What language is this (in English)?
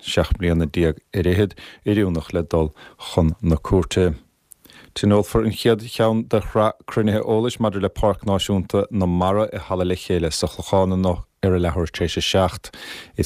Irish